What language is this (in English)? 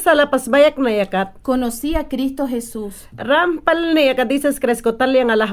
Mayangna